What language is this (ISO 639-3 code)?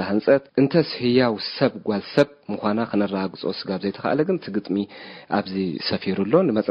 tir